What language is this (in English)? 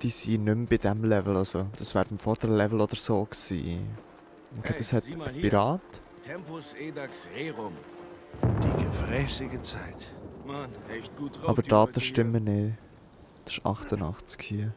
Swiss German